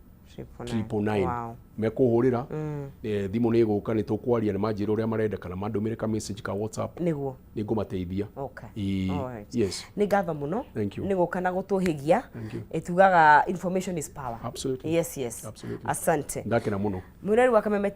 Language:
Kikuyu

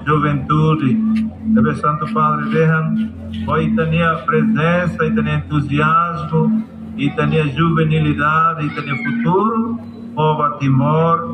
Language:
Tetum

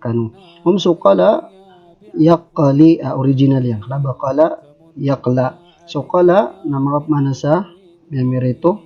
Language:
Maranao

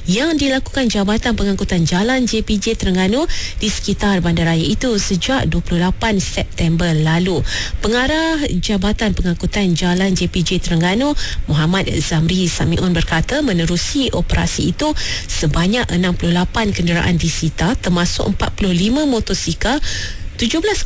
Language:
Malay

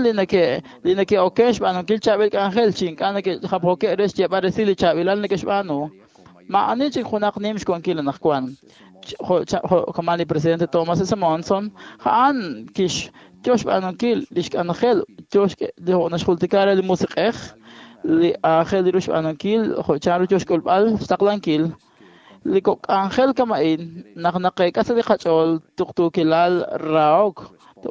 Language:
Kekchí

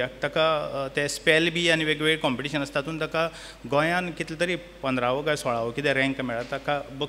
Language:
Konkani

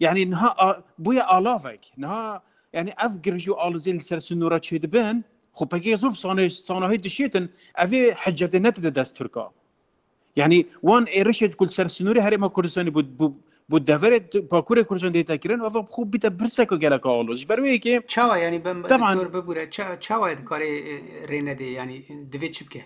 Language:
Kurdish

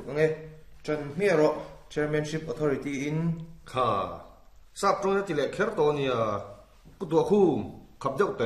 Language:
Mizo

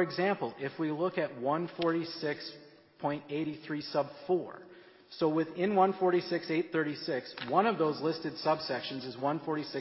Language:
English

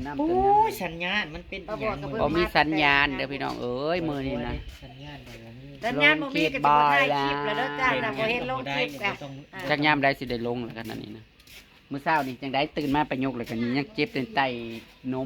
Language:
Northeastern Thai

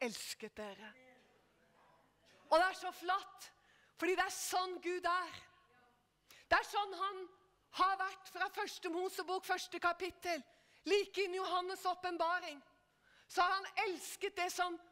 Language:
Norwegian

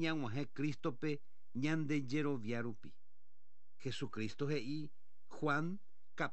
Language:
Guarani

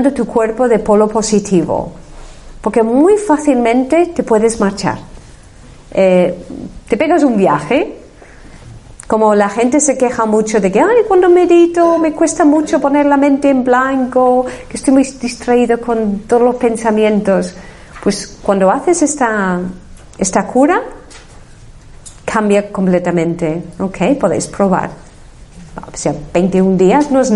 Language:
Spanish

